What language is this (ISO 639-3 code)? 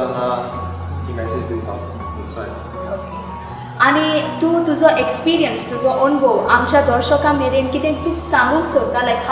kok